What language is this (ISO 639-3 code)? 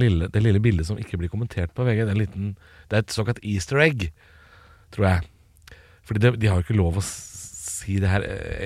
nor